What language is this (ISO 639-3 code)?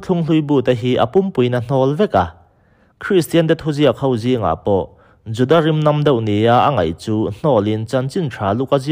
lus